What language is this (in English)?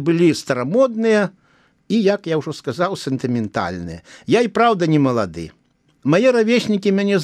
Belarusian